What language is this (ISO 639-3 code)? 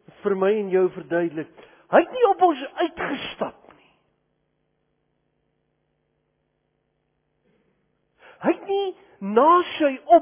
afr